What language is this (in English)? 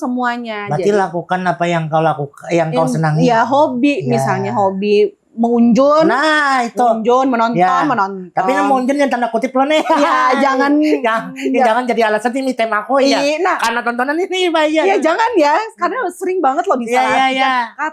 Banjar